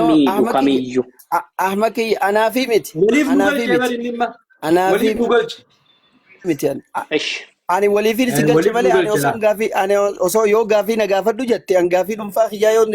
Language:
Oromo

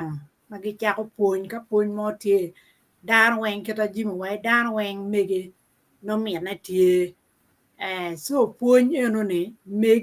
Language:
Acoli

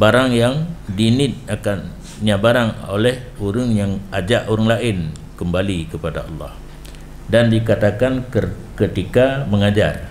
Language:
Achinese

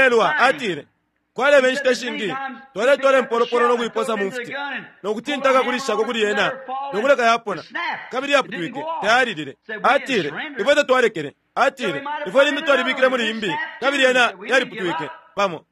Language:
Bemba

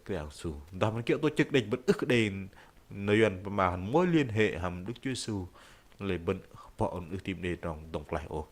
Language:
Bahnar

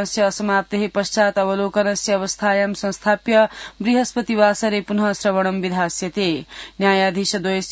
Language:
Sanskrit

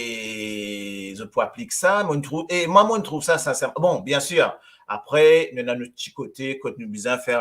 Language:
Morisyen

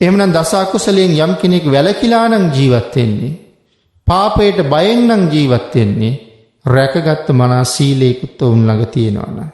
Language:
Sinhala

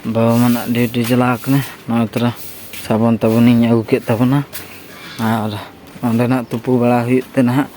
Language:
Santali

